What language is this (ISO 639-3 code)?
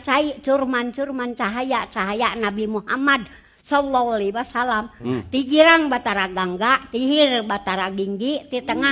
sun